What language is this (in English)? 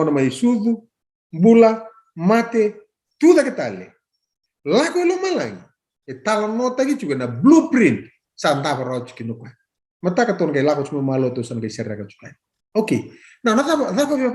Fijian